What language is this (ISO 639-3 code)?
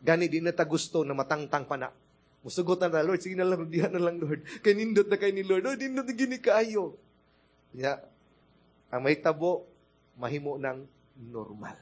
ceb